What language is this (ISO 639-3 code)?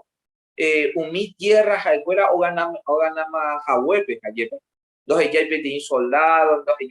grn